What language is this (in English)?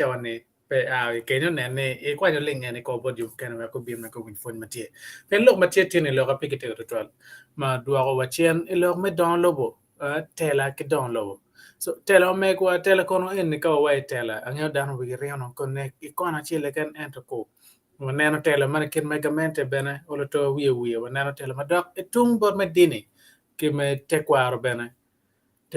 Acoli